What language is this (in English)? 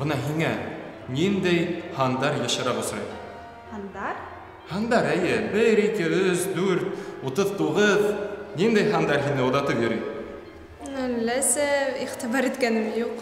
Bashkir